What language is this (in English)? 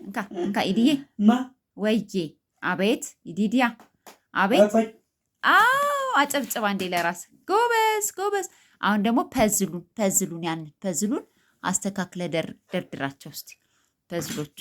Amharic